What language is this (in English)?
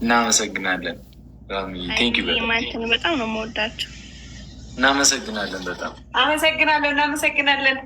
Amharic